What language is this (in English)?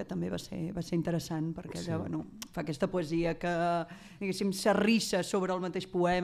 Catalan